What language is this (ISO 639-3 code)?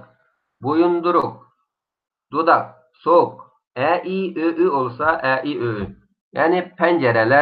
uig